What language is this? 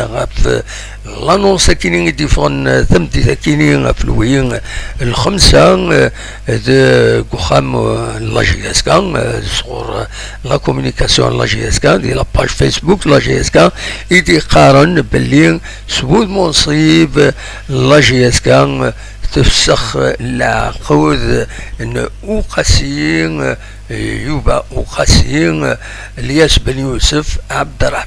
Kabyle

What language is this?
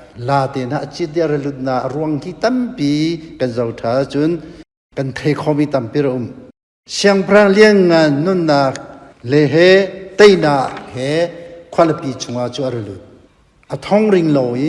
Hakha Chin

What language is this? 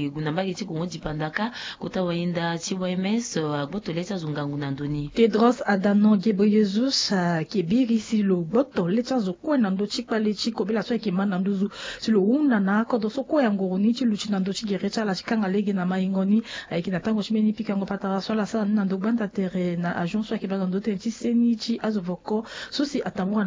Sango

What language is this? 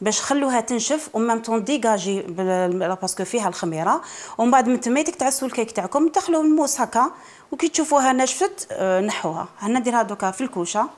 Algerian Arabic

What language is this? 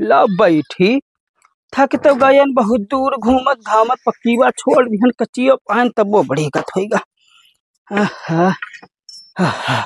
Awadhi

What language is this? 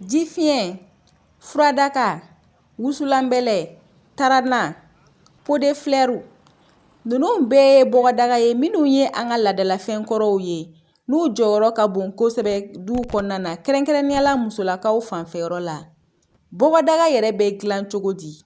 Bambara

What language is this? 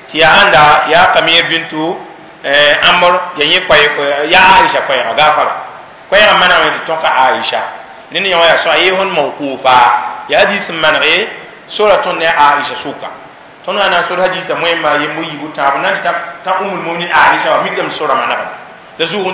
Mossi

